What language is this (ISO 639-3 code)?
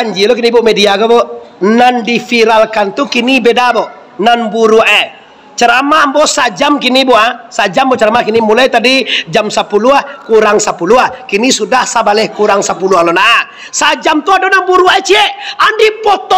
min